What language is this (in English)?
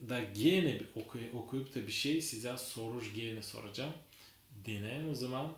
Gagauz